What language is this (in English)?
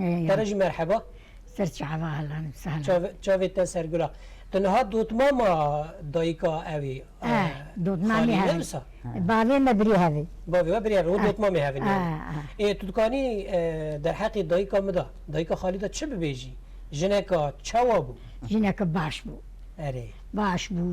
Kurdish